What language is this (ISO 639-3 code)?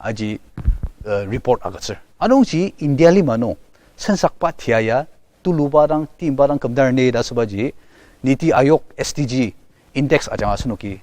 njo